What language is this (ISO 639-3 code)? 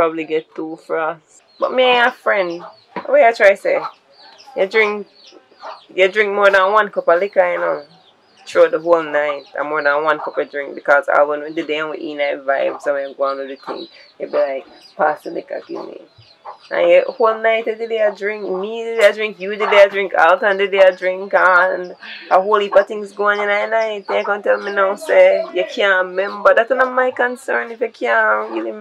jam